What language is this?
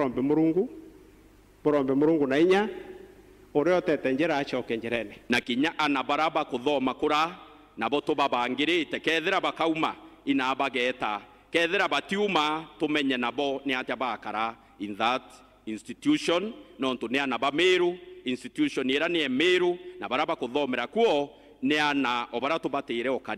Meru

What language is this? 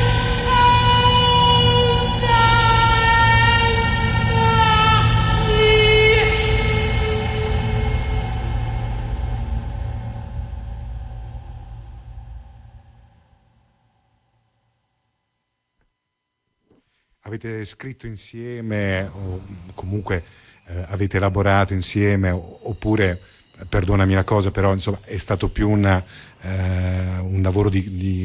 Italian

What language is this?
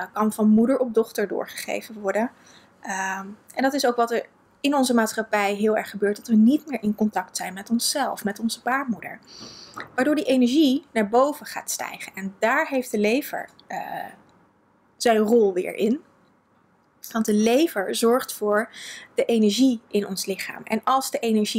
Dutch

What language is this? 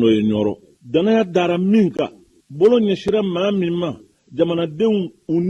Bambara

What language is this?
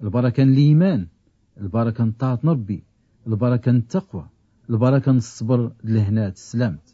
Tachelhit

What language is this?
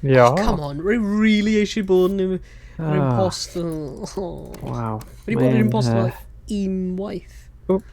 Welsh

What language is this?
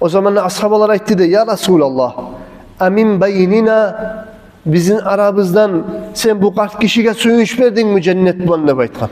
Kumyk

